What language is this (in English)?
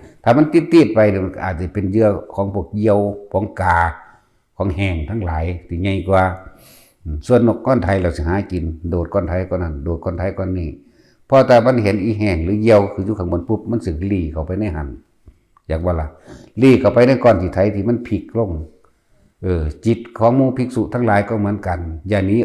Northeastern Thai